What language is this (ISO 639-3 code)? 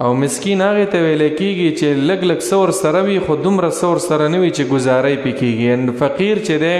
pus